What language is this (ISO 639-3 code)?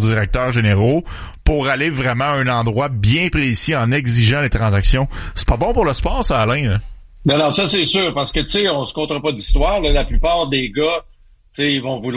fra